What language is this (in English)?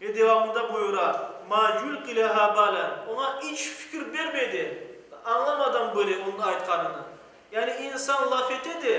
Crimean Tatar